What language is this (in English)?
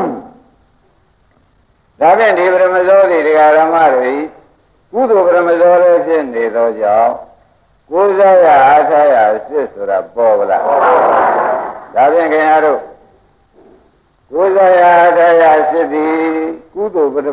Burmese